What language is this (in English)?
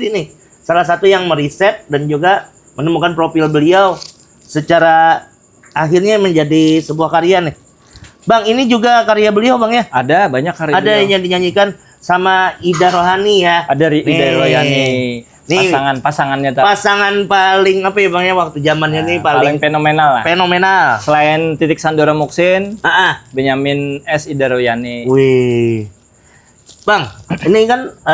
Banjar